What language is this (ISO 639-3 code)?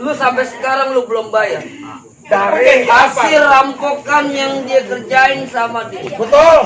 bew